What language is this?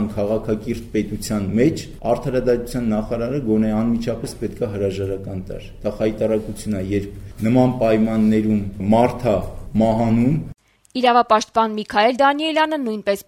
Armenian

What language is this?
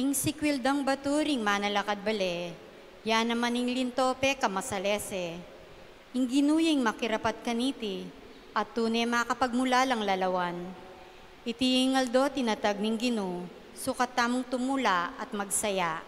Pampanga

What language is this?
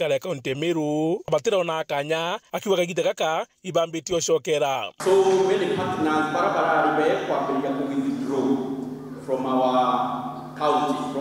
Meru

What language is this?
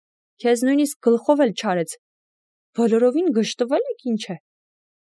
Armenian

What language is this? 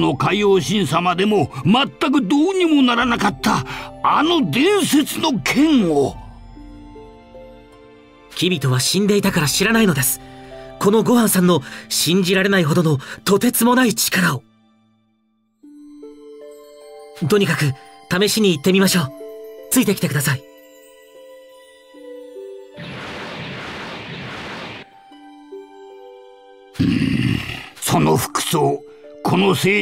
Japanese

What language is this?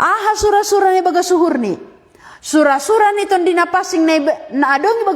Batak Simalungun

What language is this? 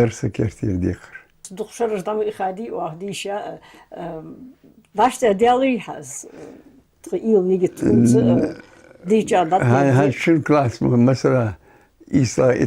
Ingush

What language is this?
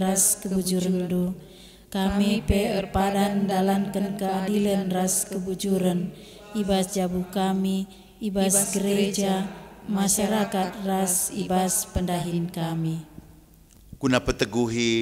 Batak Karo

